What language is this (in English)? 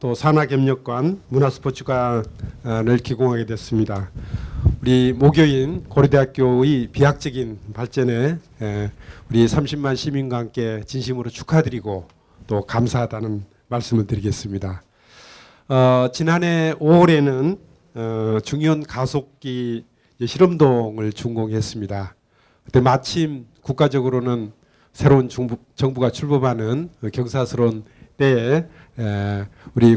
Korean